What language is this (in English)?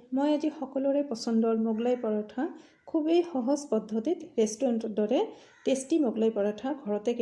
Assamese